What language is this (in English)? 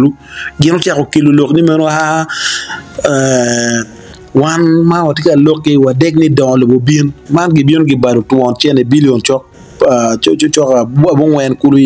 Acoli